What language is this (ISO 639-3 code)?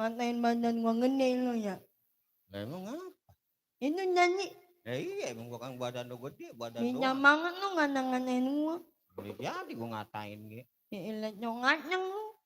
bew